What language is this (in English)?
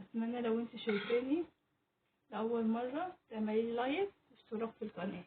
Egyptian Arabic